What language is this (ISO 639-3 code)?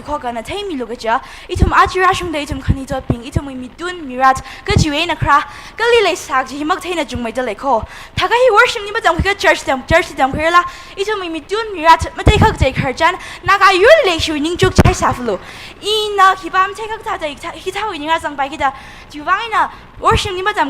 nmf